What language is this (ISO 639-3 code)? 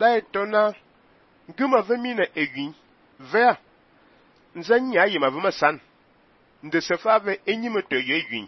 fan